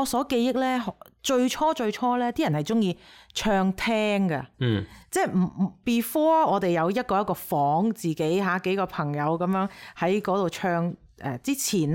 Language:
Cantonese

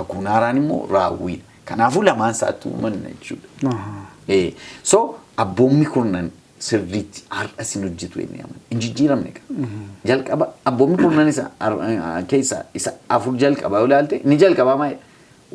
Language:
Oromo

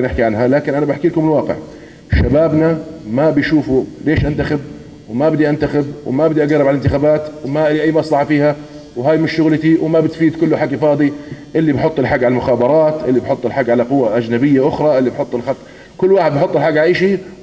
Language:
North Levantine Arabic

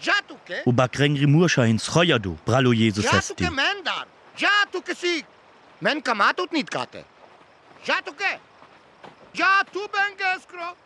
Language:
Sinte Romani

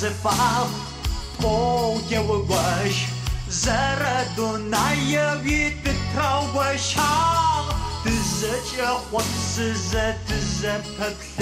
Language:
Kabardian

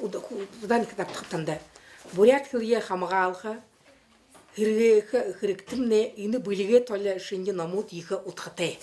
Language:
Buriat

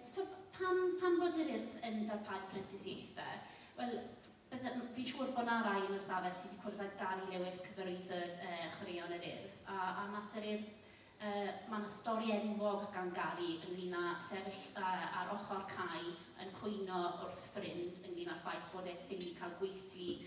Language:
Welsh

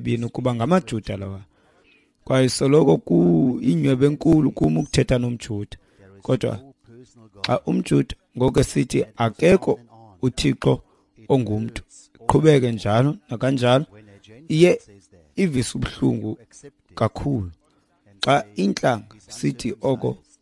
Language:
Xhosa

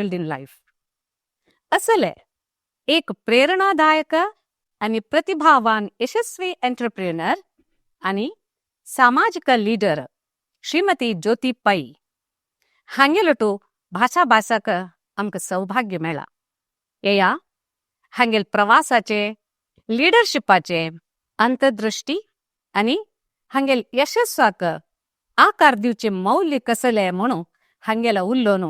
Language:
Konkani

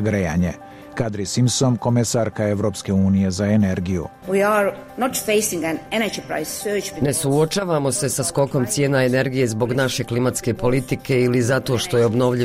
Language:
Bosnian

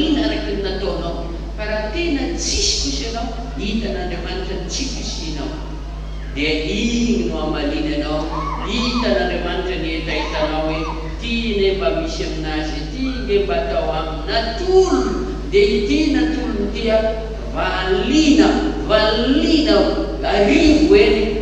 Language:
Malagasy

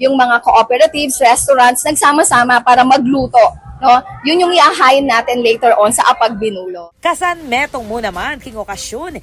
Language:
Pampanga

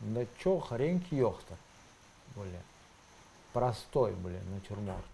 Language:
Crimean Tatar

